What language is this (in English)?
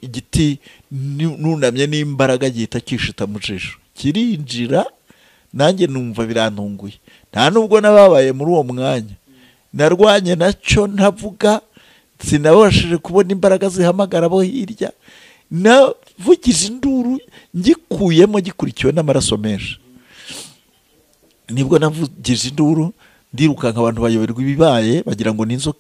Kinyarwanda